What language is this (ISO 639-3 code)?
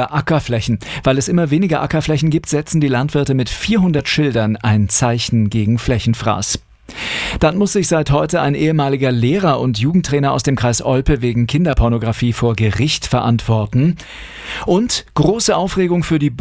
deu